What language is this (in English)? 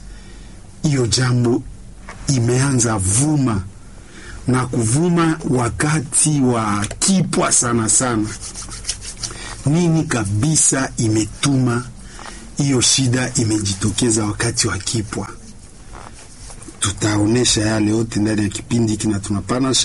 Swahili